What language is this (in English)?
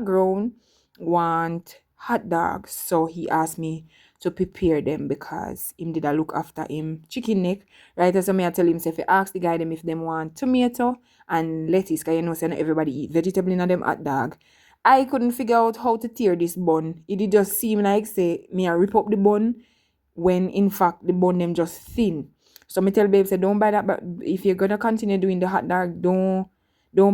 Jamaican Creole English